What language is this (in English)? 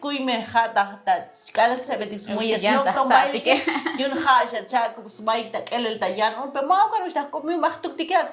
Tzotzil